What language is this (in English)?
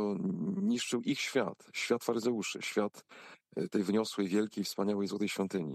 Polish